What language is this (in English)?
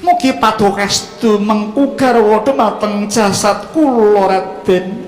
Javanese